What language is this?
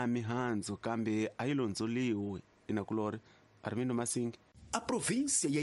Tsonga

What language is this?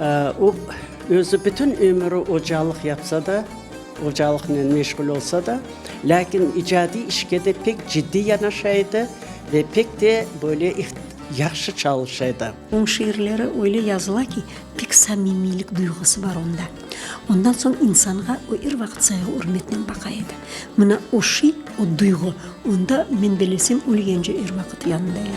Crimean Tatar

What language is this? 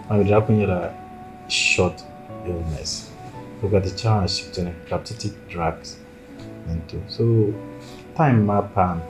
Dagbani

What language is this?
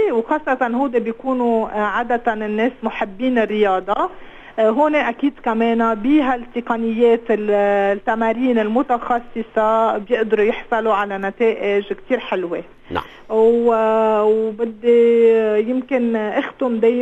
North Levantine Arabic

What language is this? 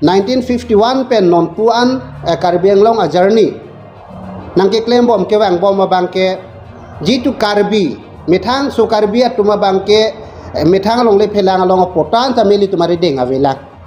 Karbi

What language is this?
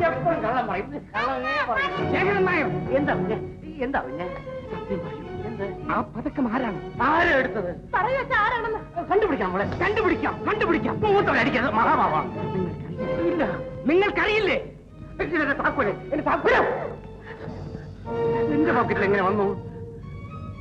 Malayalam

